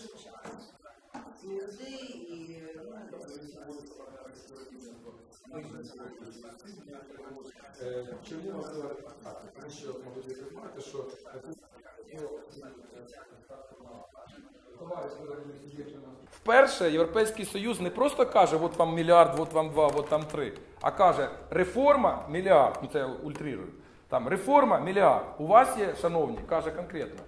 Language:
Ukrainian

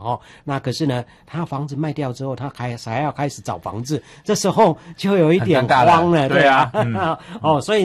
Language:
Chinese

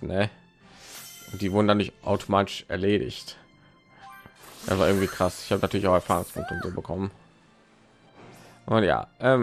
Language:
German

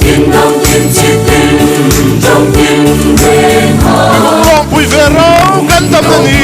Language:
Hmar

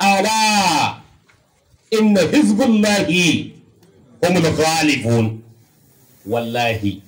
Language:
Hausa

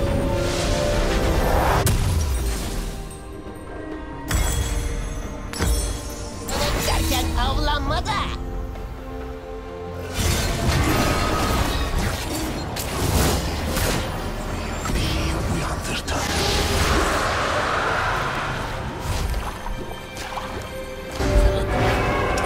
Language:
Turkish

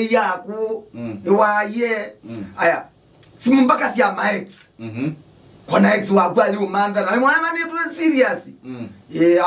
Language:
Kamba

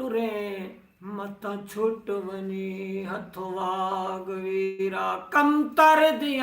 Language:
Saraiki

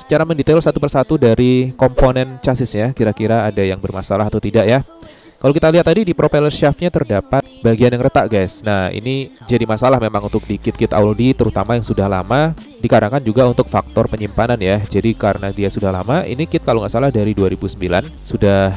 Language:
Indonesian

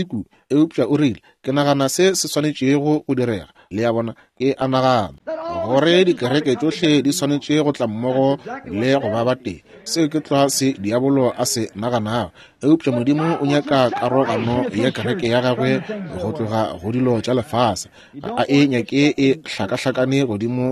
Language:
Northern Sotho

